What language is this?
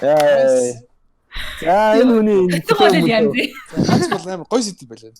Mongolian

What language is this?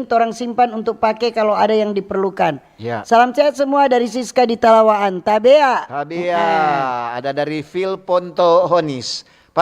Manado Malay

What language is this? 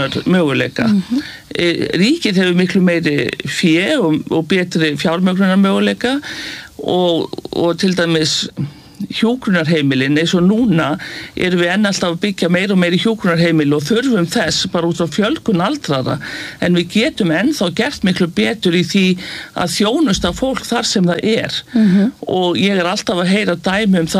Icelandic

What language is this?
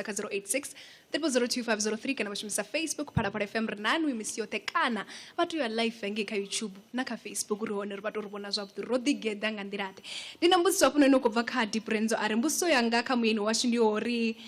Venda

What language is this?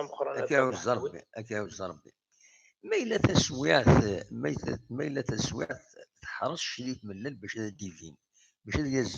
Kabyle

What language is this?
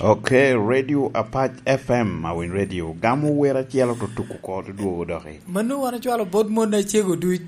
Lango (Uganda)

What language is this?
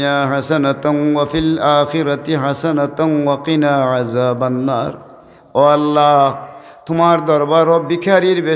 Sylheti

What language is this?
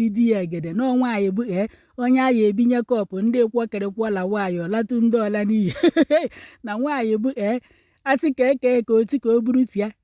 Igbo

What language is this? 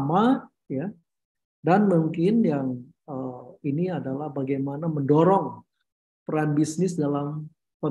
Indonesian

